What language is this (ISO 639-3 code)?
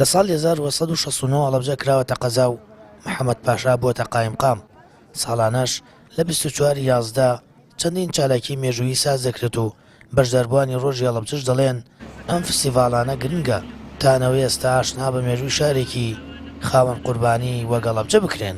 ckb